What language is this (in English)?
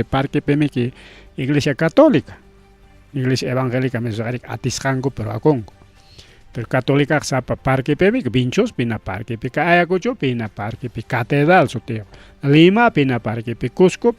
Ayacucho Quechua